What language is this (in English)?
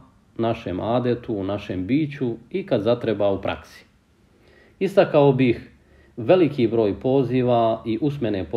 Bosnian